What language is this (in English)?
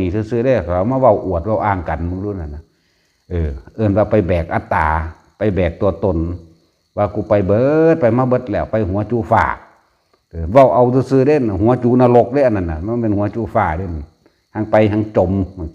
Northeastern Thai